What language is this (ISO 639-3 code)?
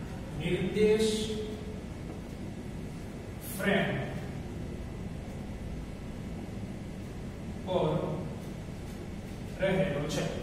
guj